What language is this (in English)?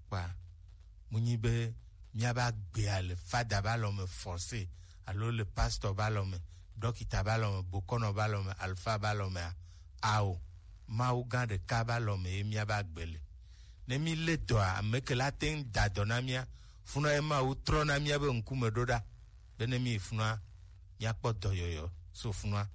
Gen